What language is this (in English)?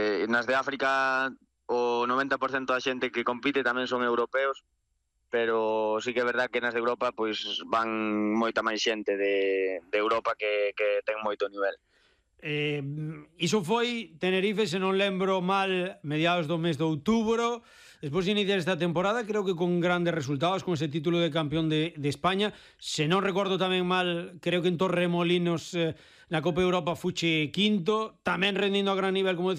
Galician